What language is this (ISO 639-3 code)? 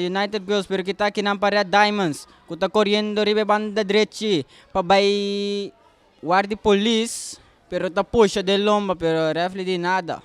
pap